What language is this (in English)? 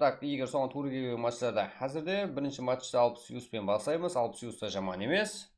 Kara-Kalpak